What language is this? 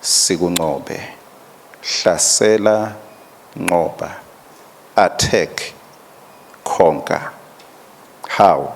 Swati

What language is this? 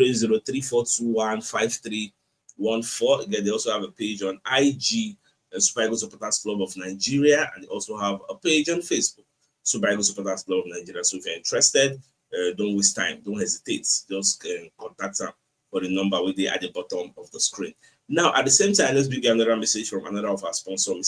Nigerian Pidgin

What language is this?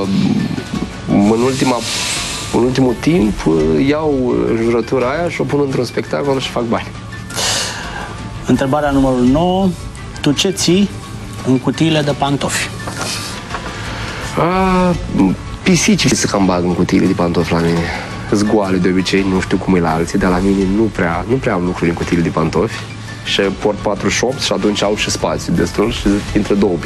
Romanian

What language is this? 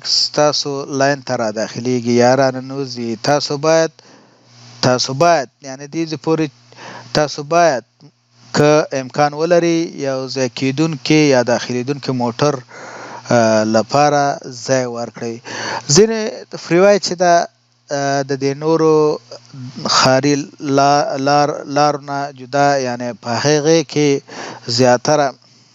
Pashto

